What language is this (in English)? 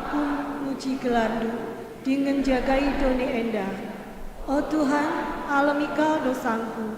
Batak Karo